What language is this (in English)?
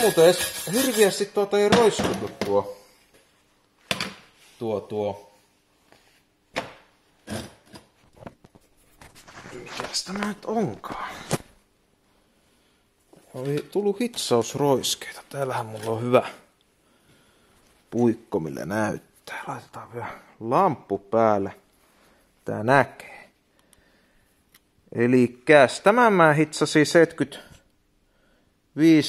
Finnish